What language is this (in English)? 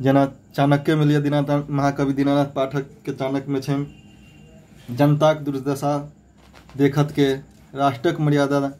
Maithili